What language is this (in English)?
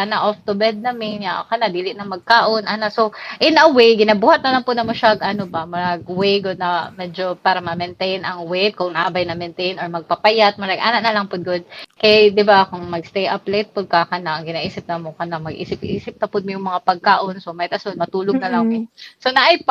Cebuano